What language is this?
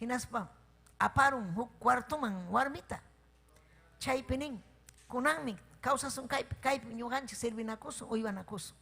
Ayacucho Quechua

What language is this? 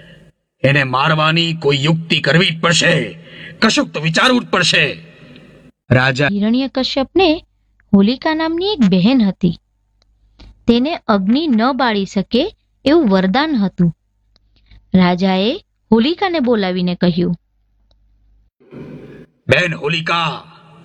Gujarati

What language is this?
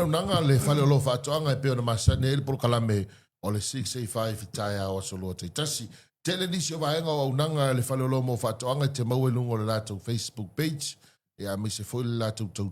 Samoan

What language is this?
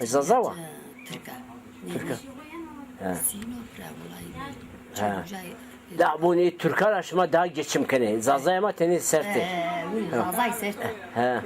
Zaza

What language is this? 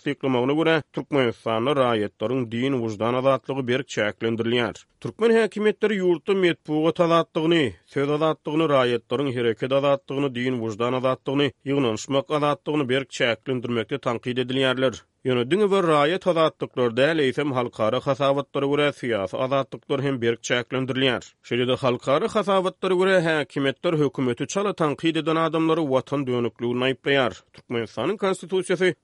Turkmen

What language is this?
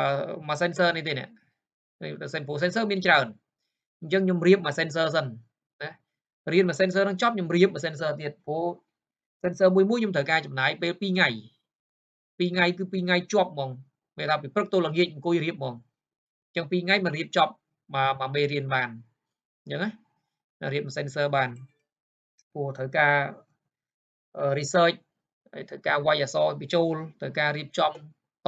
Khmer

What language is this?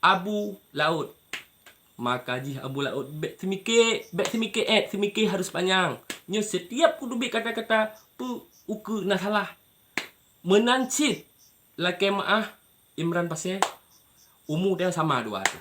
Achinese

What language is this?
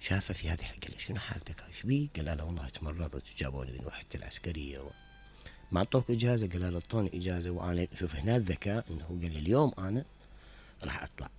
Mesopotamian Arabic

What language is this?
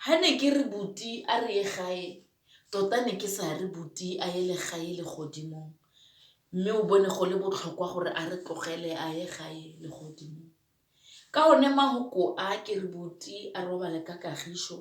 Tswana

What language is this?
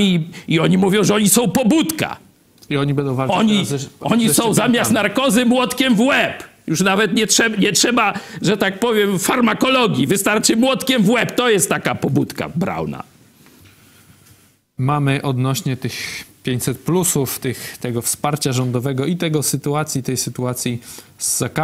Polish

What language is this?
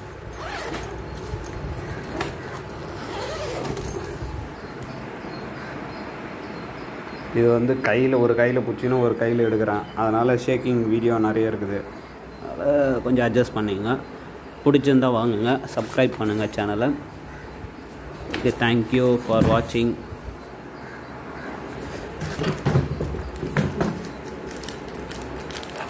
Tamil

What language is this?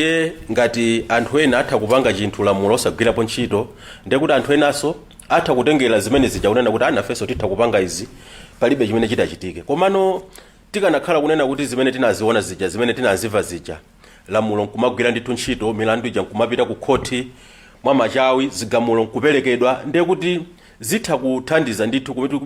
Nyanja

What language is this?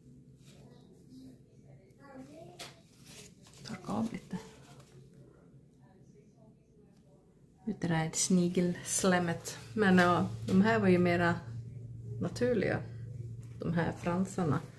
Swedish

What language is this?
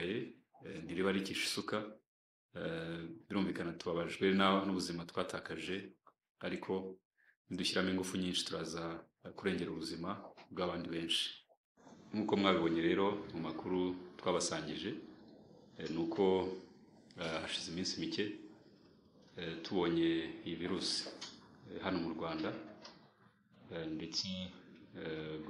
Kinyarwanda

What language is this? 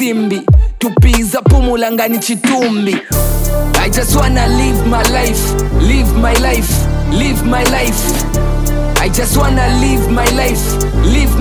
Bemba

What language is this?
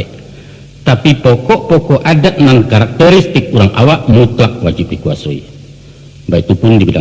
Minangkabau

